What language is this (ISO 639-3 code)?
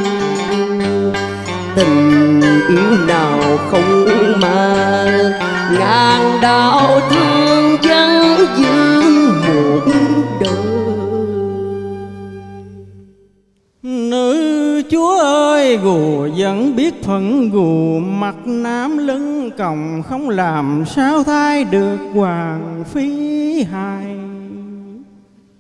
vie